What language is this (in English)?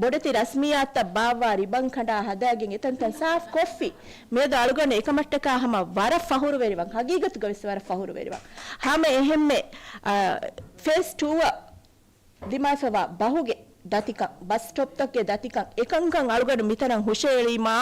Divehi